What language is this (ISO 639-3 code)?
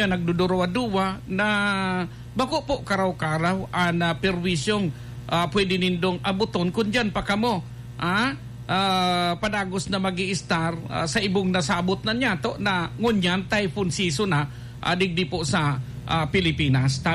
bik